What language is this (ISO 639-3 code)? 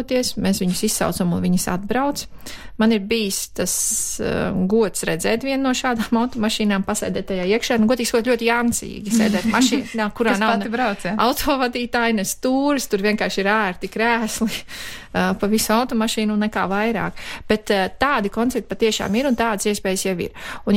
lav